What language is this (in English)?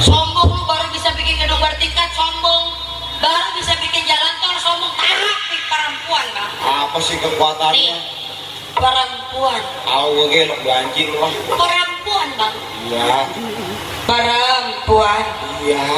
Betawi